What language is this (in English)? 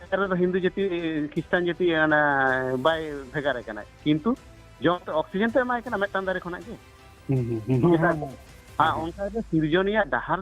Santali